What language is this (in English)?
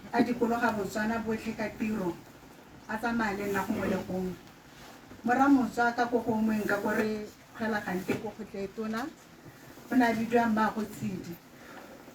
Tswana